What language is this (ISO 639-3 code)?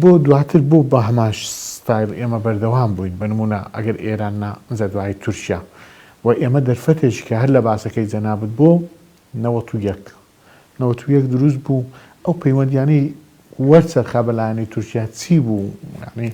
ckb